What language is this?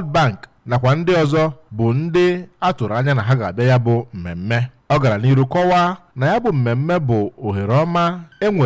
Igbo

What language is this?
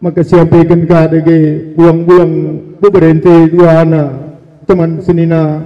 Batak Karo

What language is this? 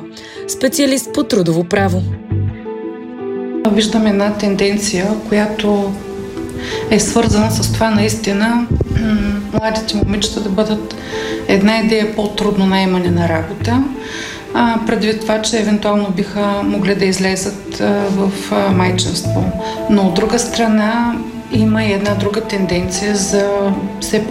Bulgarian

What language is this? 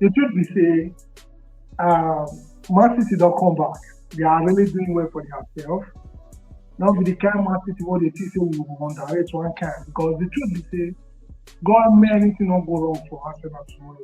Nigerian Pidgin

